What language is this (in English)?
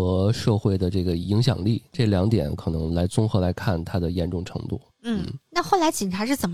Chinese